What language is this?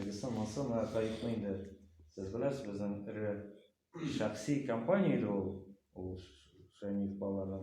Tatar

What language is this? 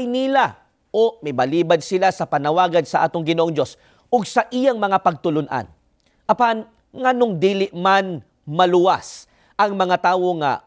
Cebuano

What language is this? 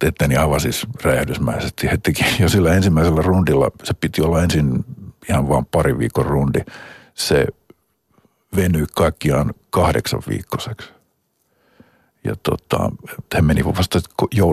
Finnish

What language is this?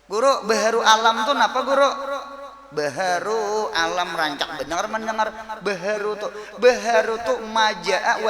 Banjar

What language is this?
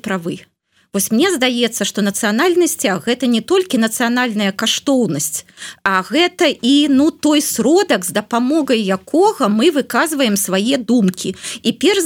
Belarusian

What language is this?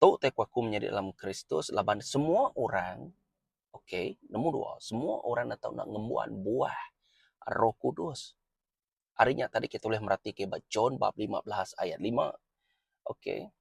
Iban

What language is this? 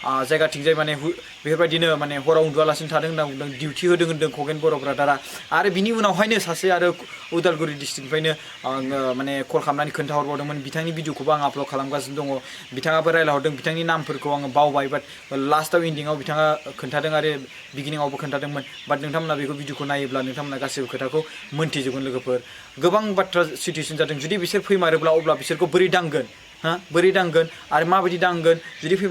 Bodo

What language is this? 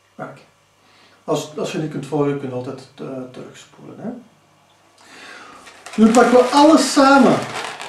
Dutch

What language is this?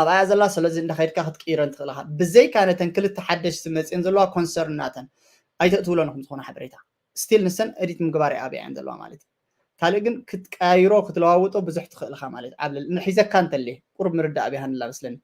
Tigrinya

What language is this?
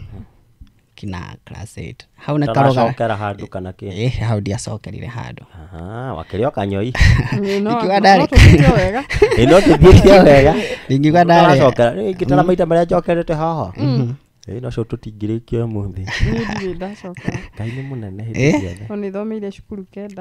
Kikuyu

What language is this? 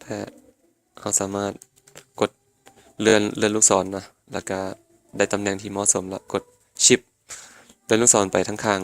Lao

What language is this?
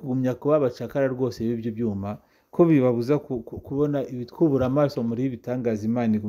Kinyarwanda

